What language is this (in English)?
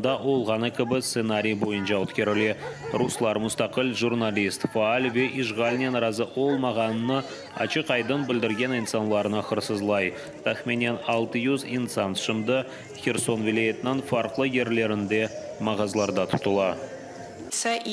Crimean Tatar